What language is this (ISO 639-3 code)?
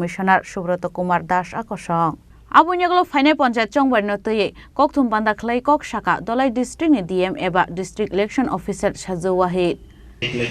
trp